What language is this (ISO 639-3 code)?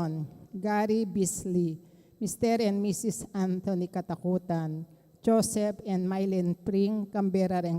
pam